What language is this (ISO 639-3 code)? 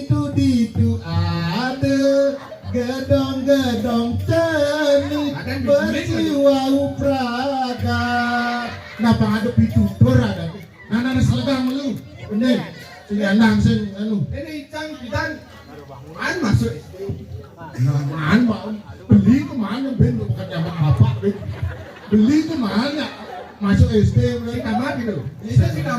ban